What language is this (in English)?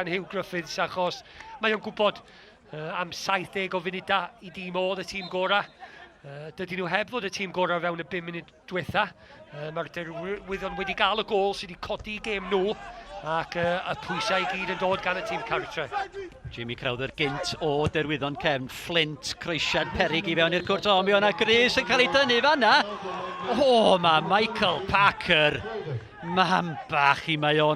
Welsh